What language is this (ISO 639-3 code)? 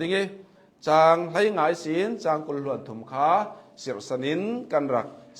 cnh